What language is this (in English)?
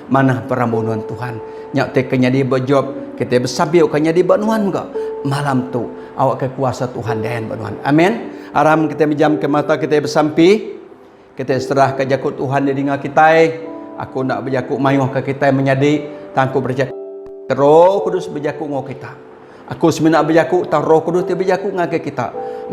Iban